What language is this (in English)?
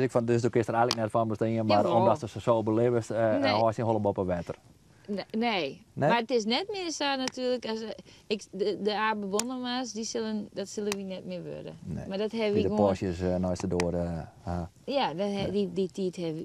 Western Frisian